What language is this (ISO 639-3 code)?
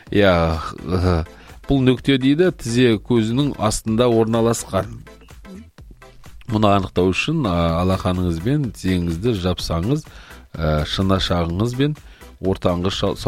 kaz